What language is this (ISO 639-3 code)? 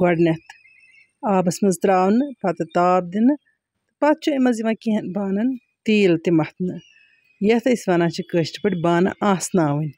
kas